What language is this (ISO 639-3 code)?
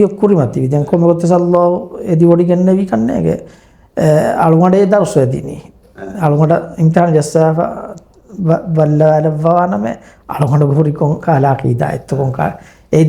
div